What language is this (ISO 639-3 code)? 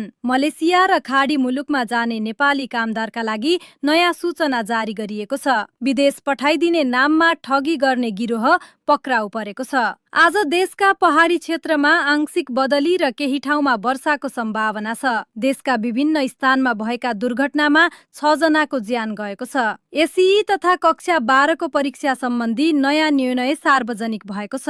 nep